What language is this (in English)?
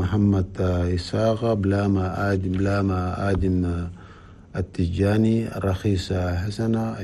Chadian Arabic